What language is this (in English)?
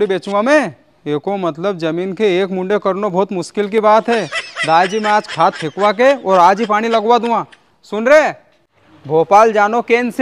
Rajasthani